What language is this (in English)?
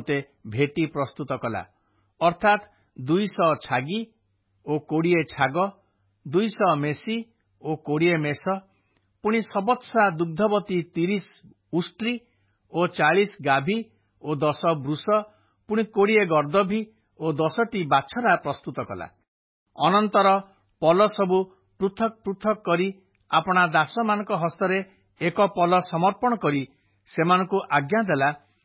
Odia